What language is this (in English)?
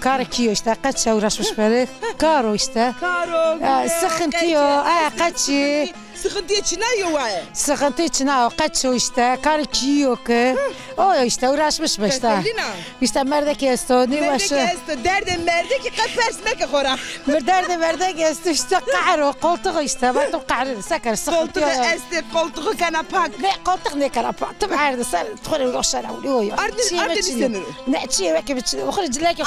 Zaza